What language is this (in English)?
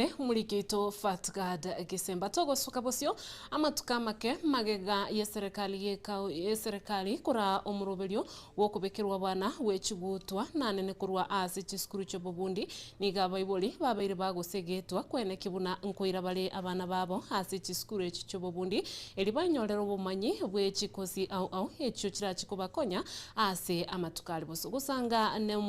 Gusii